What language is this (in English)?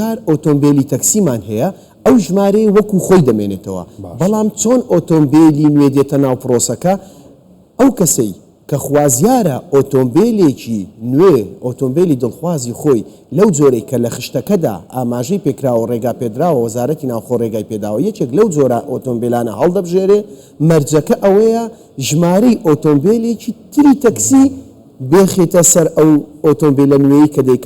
Central Kurdish